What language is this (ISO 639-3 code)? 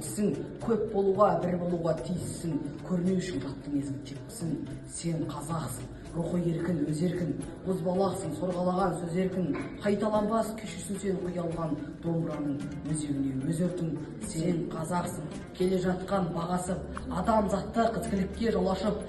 kaz